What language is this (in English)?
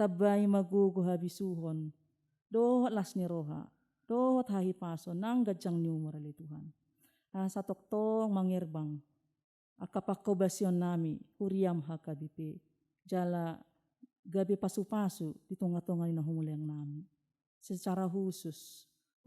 Batak Toba